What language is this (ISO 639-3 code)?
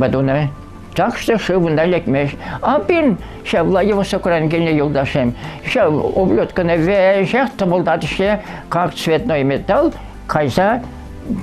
chv